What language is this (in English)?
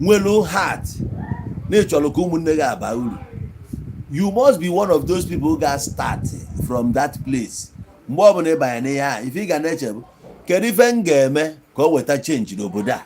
Igbo